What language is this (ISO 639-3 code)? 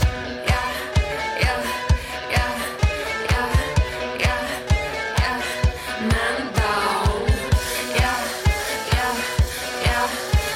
eng